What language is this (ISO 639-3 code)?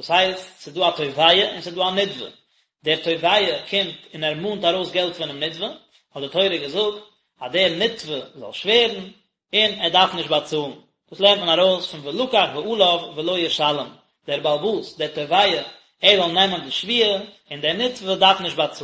yid